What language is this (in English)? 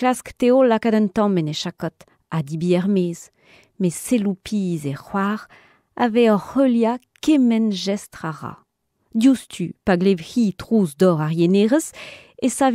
Breton